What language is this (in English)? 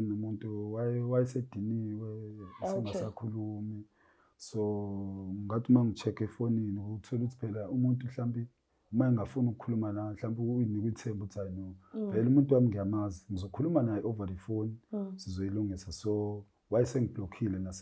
Zulu